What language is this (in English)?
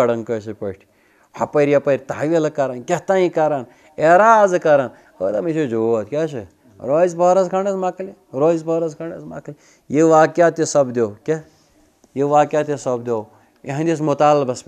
Kashmiri